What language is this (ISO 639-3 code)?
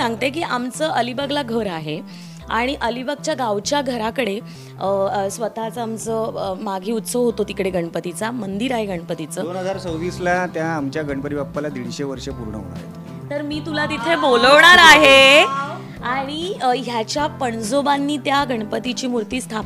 mar